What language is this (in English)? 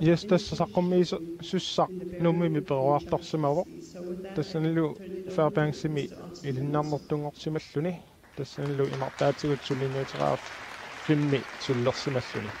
Kalaallisut